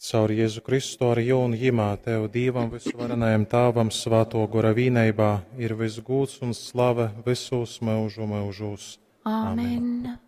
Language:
Latgalian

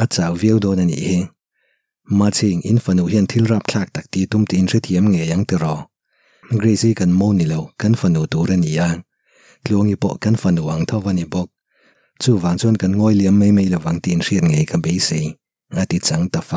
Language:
Mizo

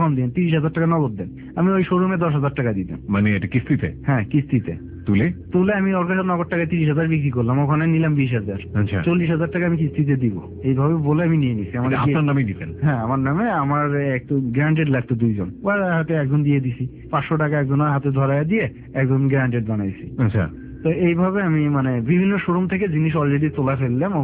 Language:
Bangla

